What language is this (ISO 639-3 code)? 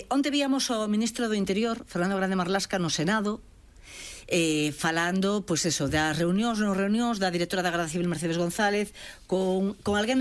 glg